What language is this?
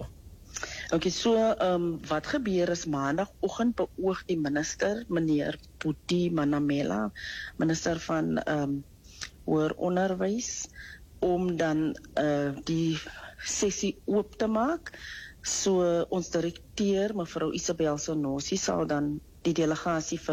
Afrikaans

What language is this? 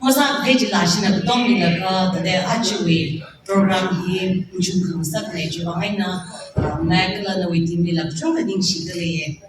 Tangkhul Naga (India)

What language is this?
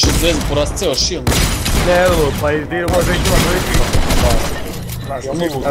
Croatian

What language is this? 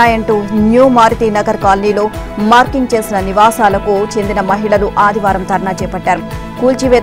Telugu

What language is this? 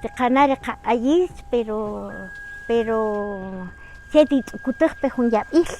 Kaqchikel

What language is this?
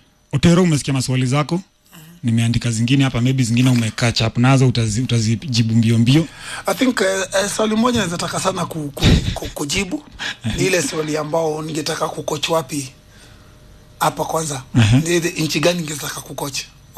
Swahili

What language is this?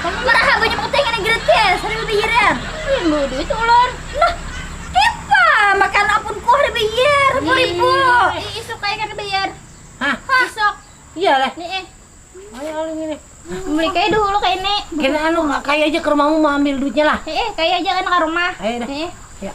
Banjar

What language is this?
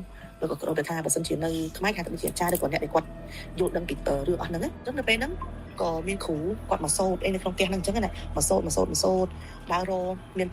Khmer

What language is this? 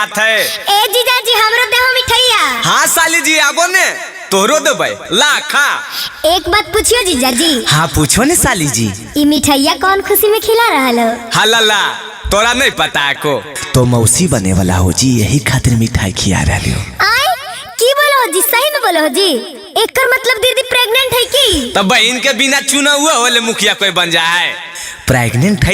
Magahi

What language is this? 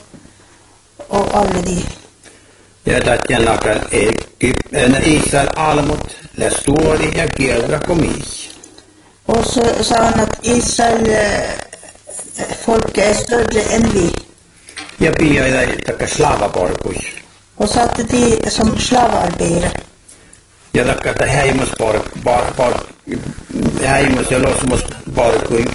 Norwegian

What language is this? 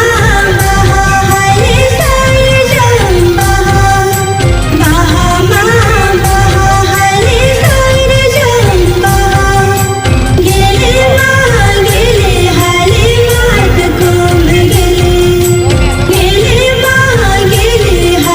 Santali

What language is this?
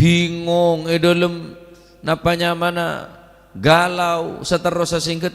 Madurese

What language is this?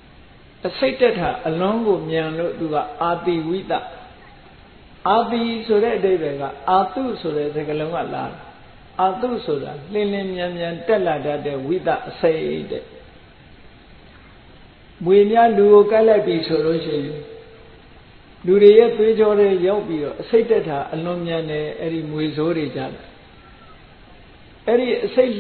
Burmese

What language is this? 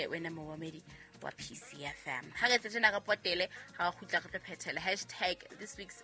Southern Sotho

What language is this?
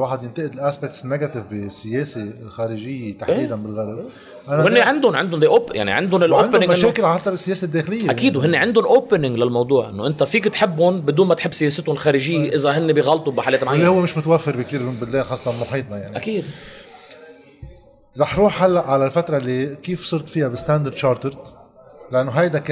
North Levantine Arabic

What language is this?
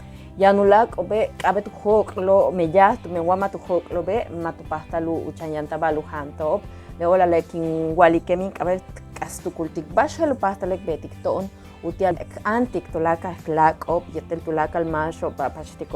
Yucateco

